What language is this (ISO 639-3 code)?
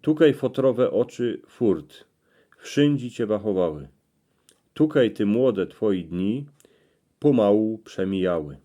szl